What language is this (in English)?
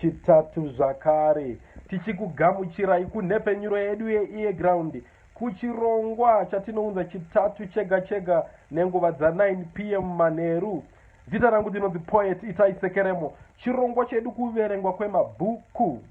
Shona